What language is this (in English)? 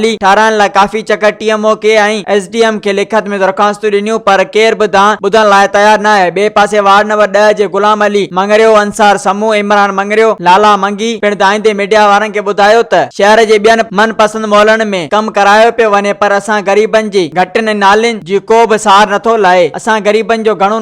Sindhi